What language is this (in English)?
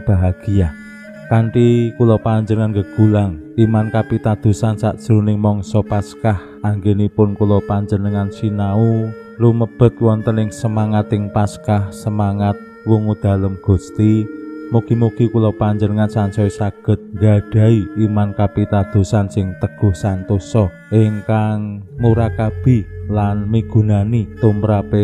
Javanese